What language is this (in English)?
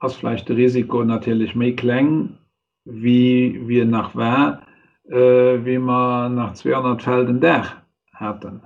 Luxembourgish